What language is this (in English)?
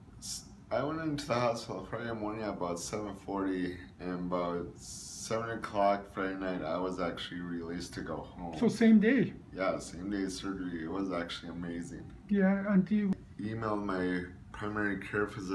English